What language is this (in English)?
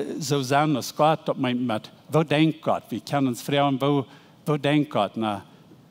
Plautdietsch